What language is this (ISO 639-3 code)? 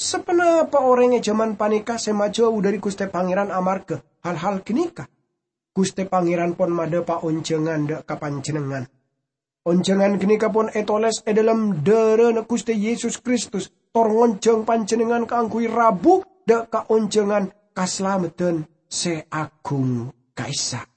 mad